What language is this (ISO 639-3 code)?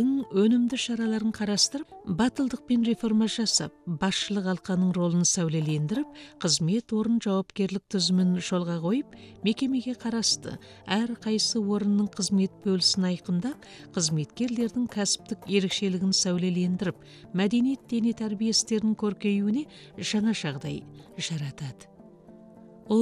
kaz